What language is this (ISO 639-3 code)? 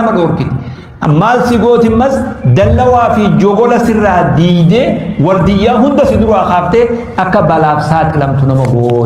orm